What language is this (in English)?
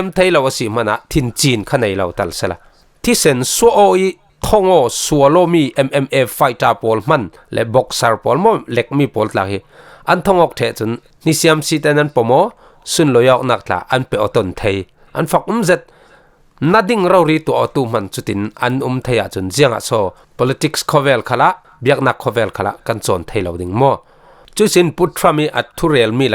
Falam Chin